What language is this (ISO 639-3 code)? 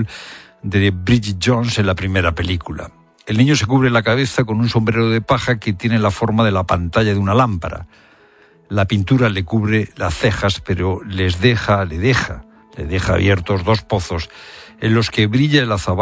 spa